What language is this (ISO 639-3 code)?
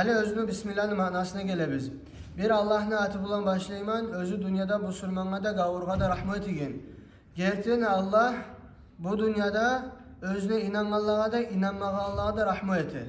kum